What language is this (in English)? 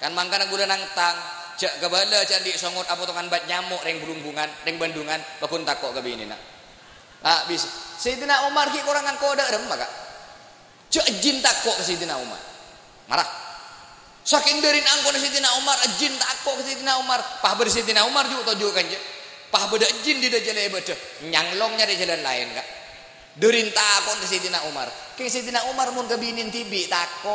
Madurese